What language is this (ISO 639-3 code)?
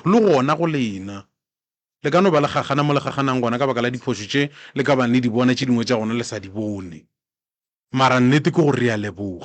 nso